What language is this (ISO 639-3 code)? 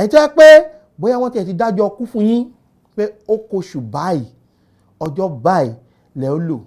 yor